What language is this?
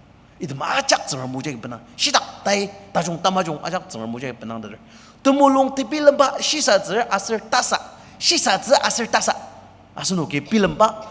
Ao Naga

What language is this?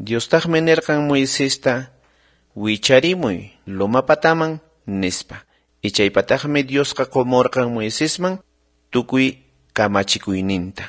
South Bolivian Quechua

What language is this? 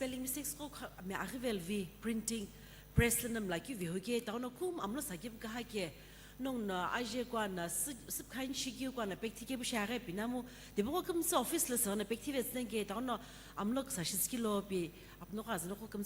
Sumi Naga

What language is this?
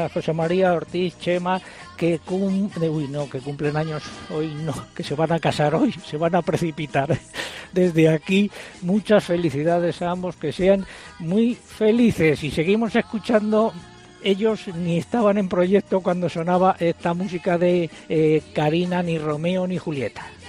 Spanish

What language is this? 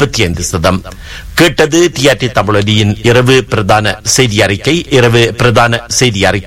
Tamil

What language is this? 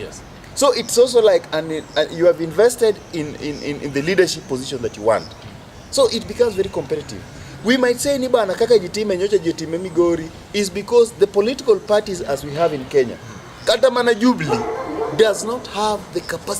Luo (Kenya and Tanzania)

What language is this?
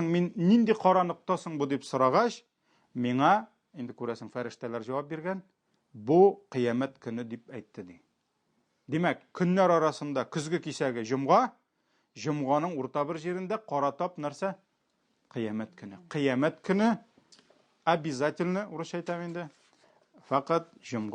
Tatar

